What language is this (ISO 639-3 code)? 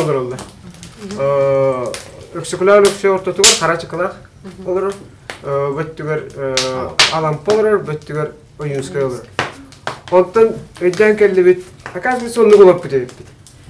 sah